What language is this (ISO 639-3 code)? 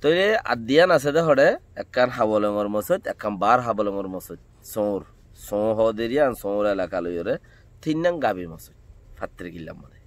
rhg